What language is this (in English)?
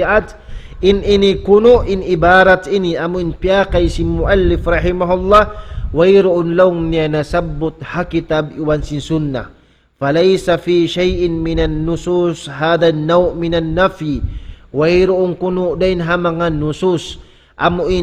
Tausug